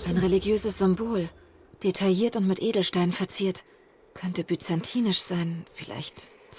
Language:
Swiss German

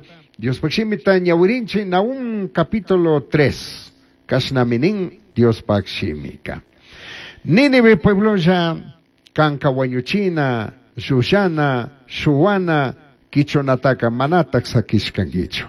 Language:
Chimborazo Highland Quichua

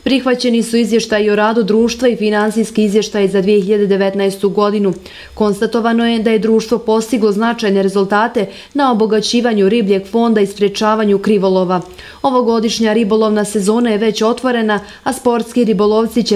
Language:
Bosnian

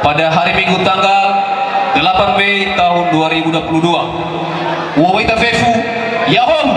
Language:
Nias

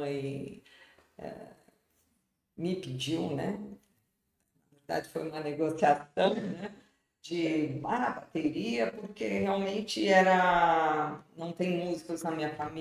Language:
Portuguese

